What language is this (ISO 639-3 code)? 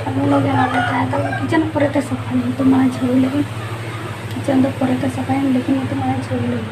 sat